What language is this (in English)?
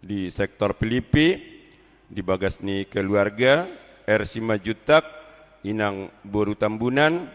Batak Toba